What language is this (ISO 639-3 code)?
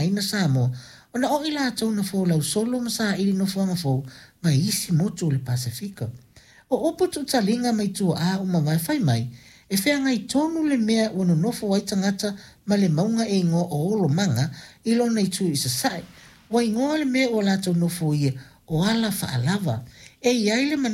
smo